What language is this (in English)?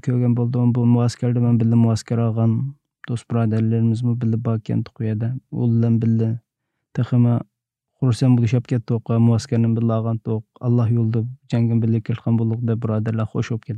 Uyghur